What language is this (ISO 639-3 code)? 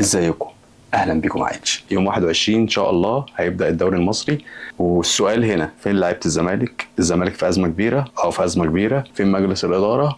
arz